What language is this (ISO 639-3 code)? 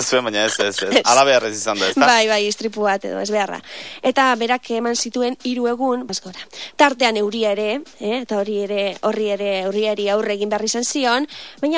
eus